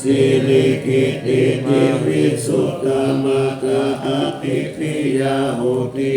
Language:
Pali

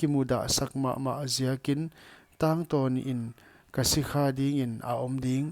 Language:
Paite Chin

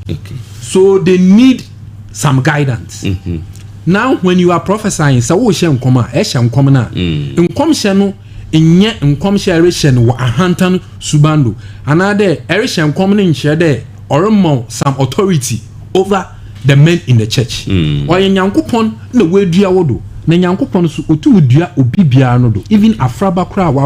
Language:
Akan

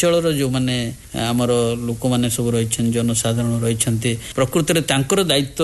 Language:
Odia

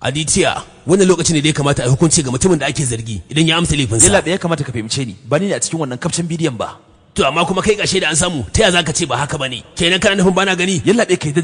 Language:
Hausa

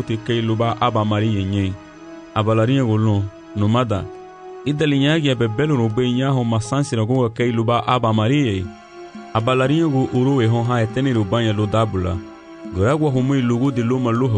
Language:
Garifuna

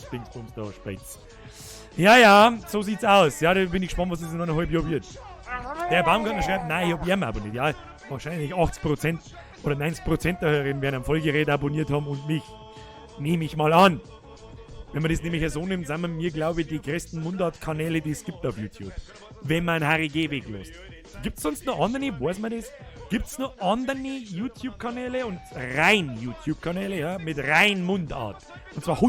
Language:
Bavarian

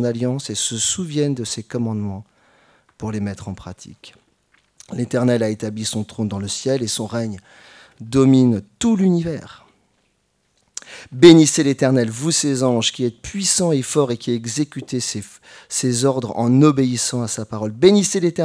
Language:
French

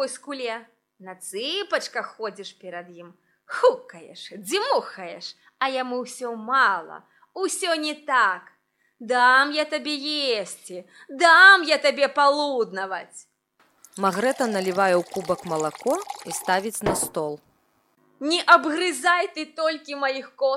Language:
Belarusian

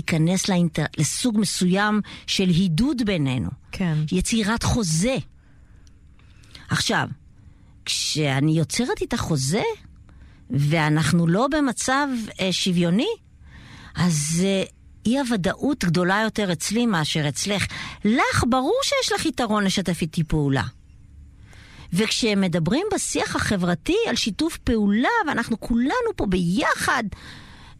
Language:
Hebrew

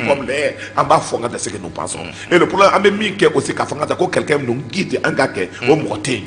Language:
Bambara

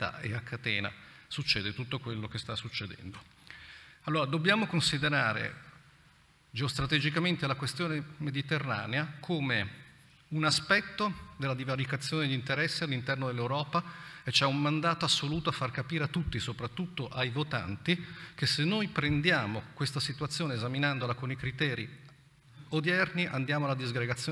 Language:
Italian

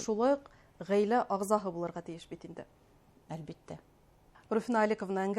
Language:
Bashkir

